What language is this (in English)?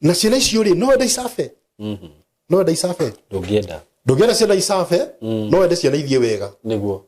Kikuyu